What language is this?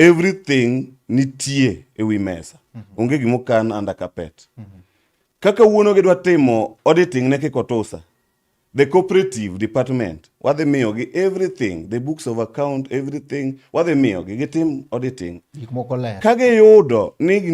Luo (Kenya and Tanzania)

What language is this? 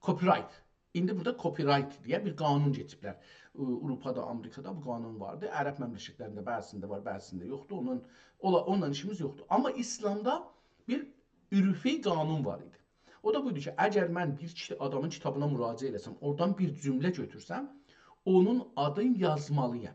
South Azerbaijani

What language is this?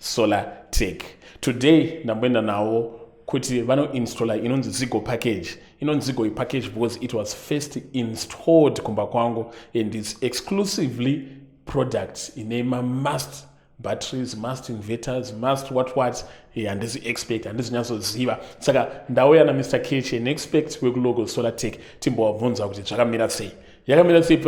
Shona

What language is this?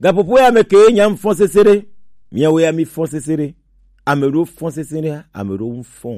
Gen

